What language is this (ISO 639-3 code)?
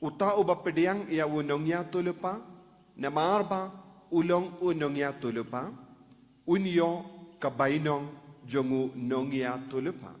kha